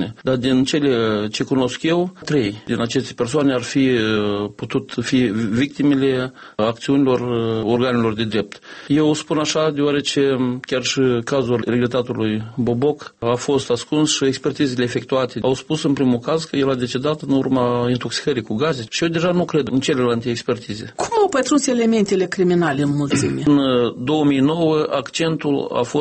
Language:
Romanian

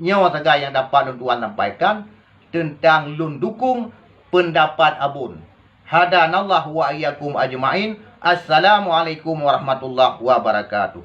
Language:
Achinese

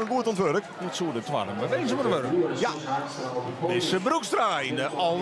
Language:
Western Frisian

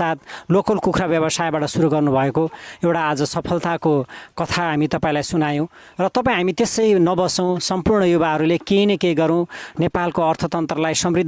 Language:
Nepali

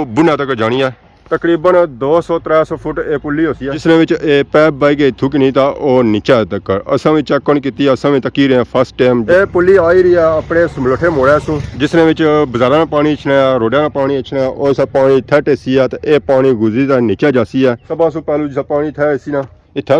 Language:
Pahari-Potwari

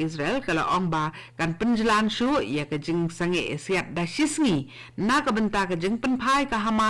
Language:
Khasi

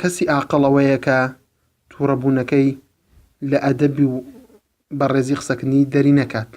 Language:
Central Kurdish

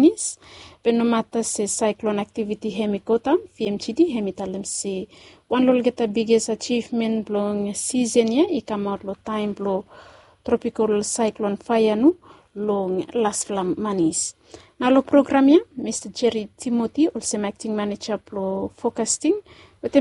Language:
Bislama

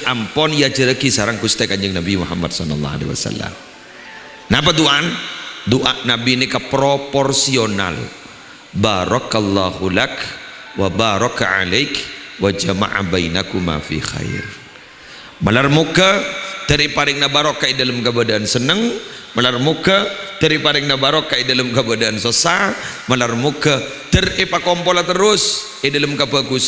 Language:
Madurese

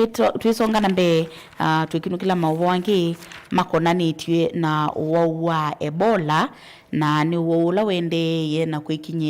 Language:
Kamba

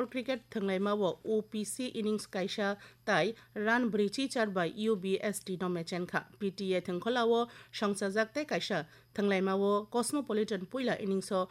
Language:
Kok Borok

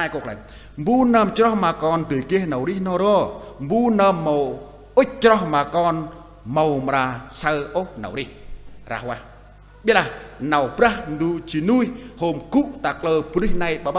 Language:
Central Mnong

